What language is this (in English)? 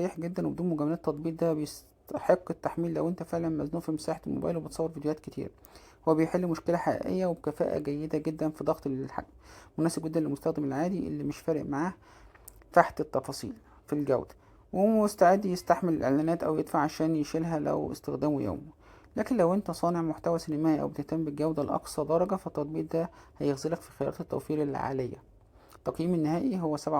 Egyptian Arabic